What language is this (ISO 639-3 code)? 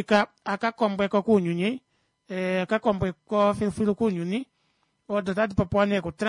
kua